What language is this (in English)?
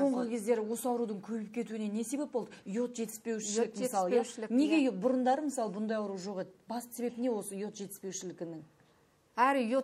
Kazakh